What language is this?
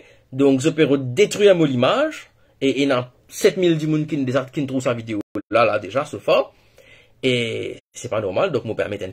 Morisyen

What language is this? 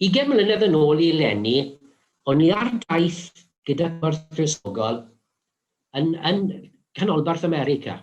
Welsh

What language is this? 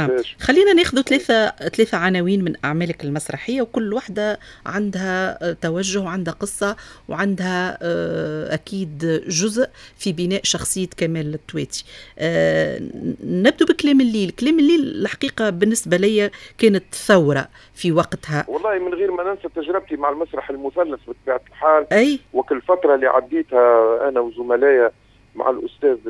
Tunisian Arabic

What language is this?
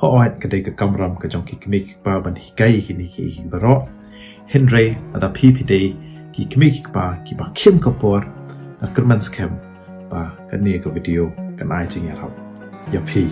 Khasi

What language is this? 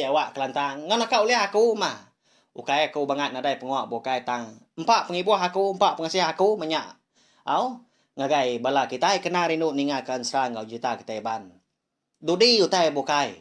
Iban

